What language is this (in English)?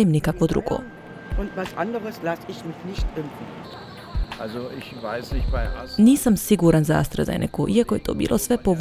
Croatian